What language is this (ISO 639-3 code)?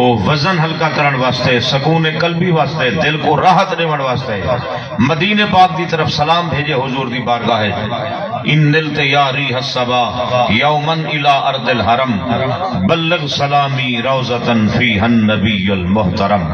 skr